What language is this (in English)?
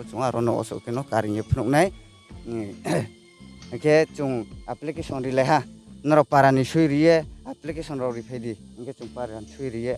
Riang (India)